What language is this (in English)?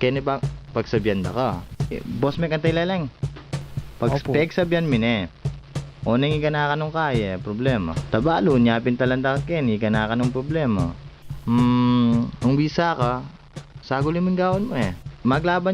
Pampanga